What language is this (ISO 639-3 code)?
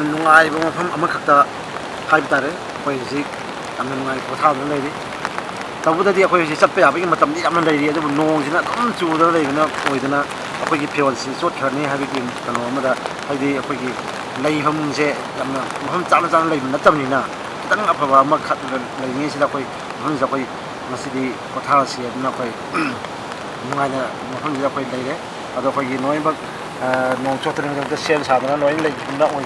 mni